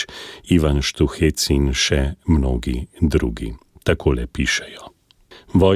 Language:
Slovenian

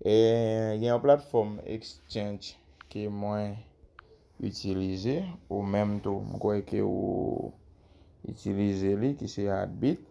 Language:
Haitian Creole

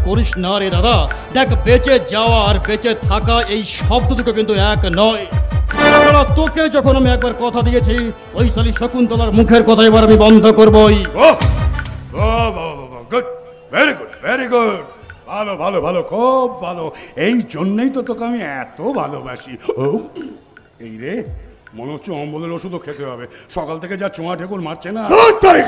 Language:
Bangla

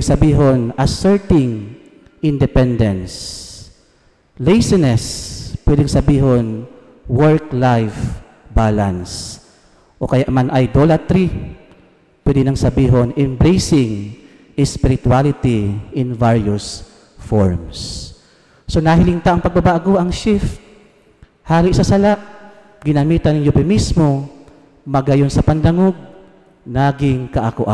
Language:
Bikol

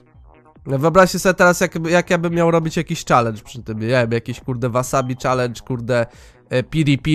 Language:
Polish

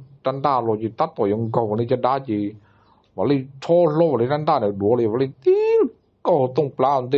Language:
Hmong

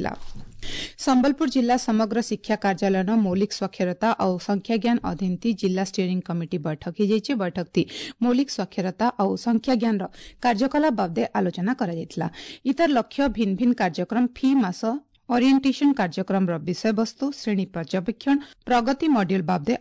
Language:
Odia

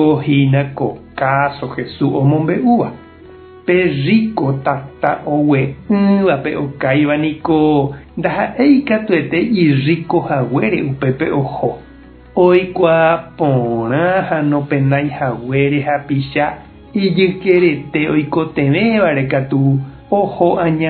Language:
Guarani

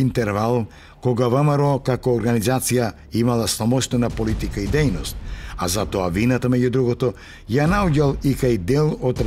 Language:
Macedonian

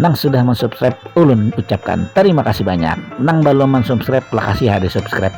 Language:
Banjar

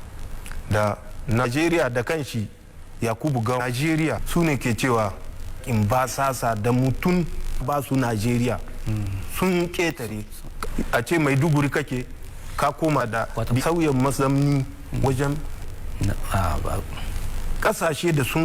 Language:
Hausa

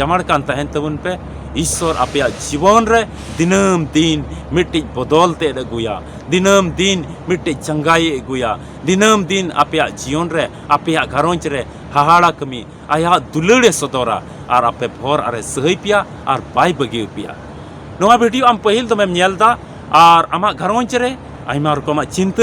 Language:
Santali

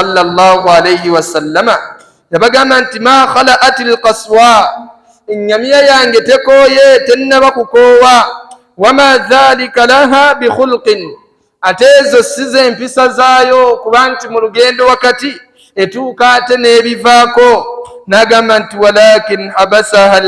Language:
Ganda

